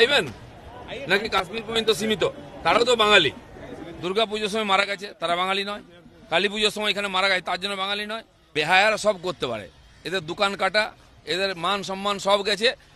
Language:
Bangla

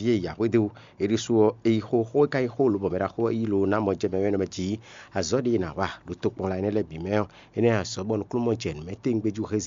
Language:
Fon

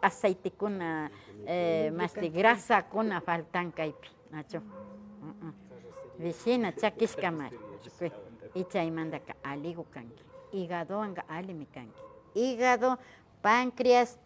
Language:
Imbabura Highland Quichua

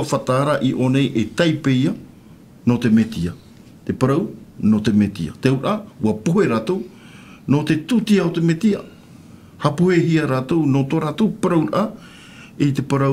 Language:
Tahitian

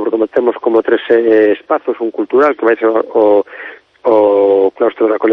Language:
Galician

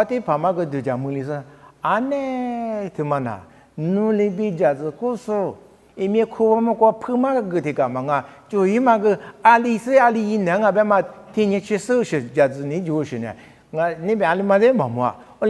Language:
Lisu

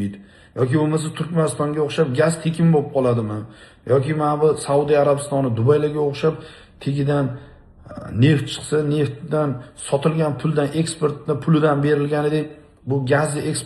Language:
Uzbek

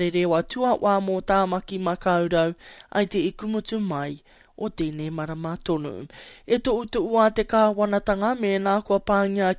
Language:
Māori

